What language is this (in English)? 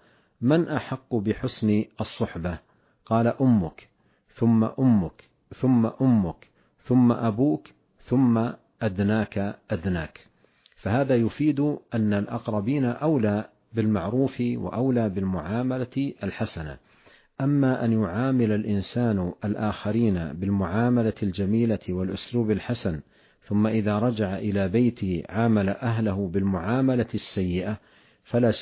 Arabic